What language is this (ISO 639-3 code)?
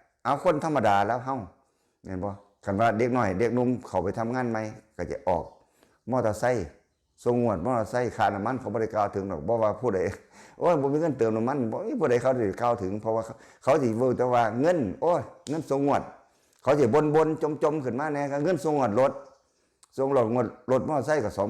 lao